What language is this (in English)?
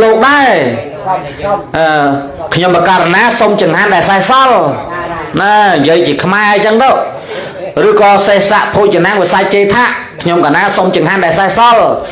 Khmer